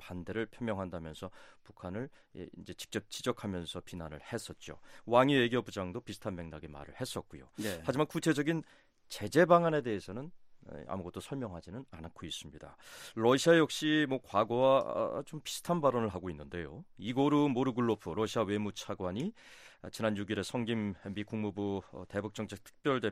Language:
Korean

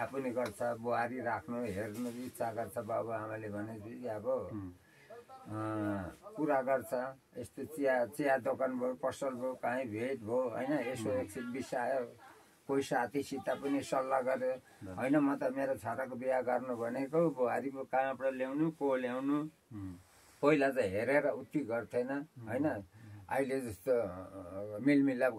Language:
Nepali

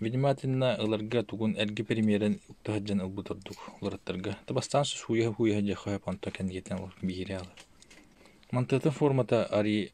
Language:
Yakut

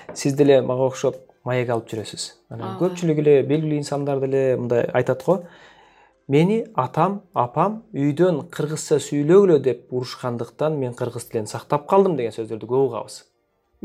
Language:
Kyrgyz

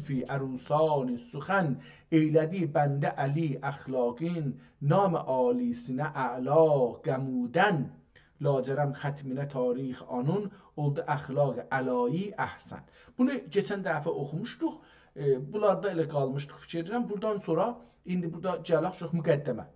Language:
South Azerbaijani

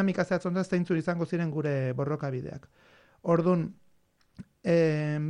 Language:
Basque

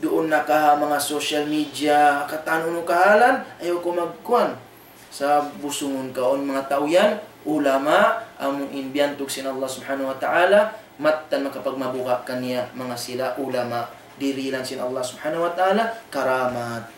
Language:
Tausug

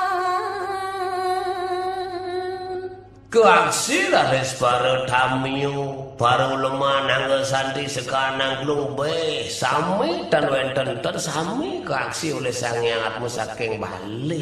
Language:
Balinese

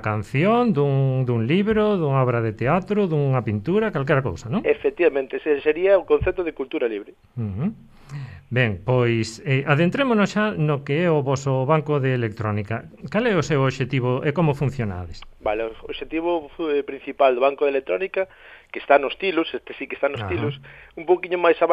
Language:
Galician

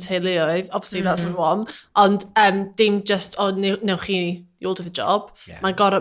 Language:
Welsh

